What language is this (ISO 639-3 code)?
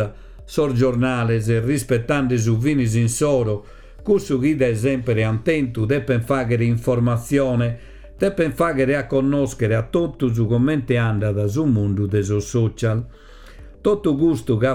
srd